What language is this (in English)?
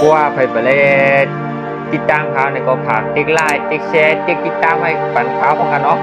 Shan